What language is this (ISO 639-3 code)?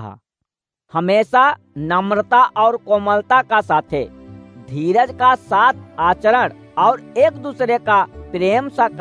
awa